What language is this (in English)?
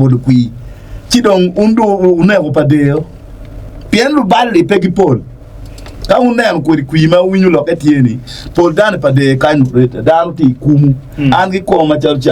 Acoli